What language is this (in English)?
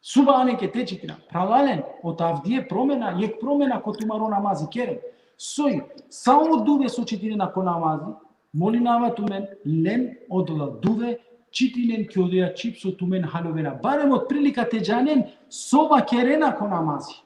Balkan Romani